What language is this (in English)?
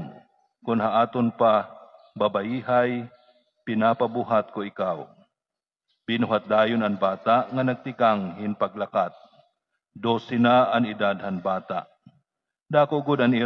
Waray